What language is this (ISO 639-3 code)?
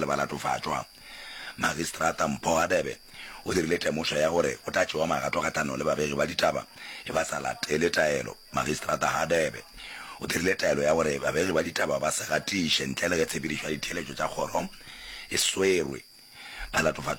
nso